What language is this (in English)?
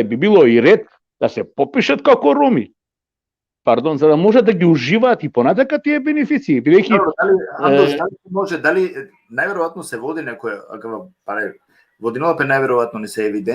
Balkan Romani